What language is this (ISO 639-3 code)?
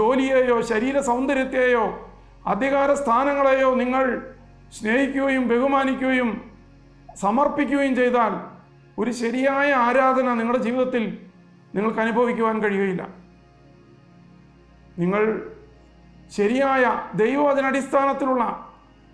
mal